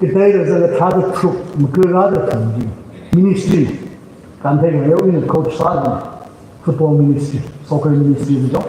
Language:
Tangkhul Naga (India)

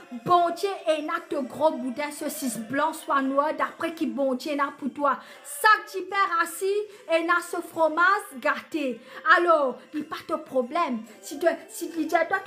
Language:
Morisyen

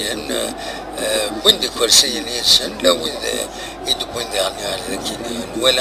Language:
Kabyle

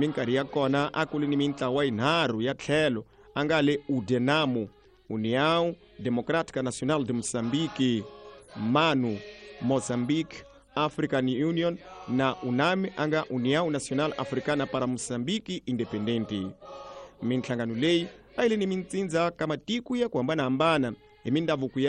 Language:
Tsonga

